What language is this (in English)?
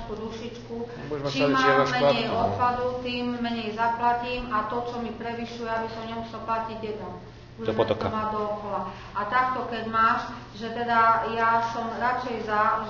Slovak